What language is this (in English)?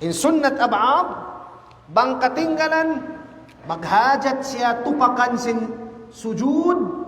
Tausug